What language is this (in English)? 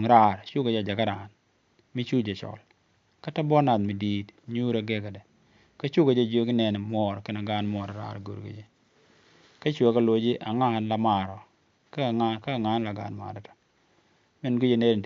Nuer